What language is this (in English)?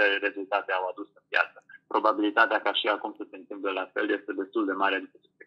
Romanian